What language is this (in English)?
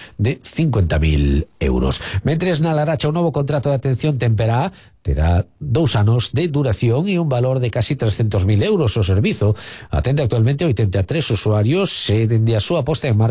Galician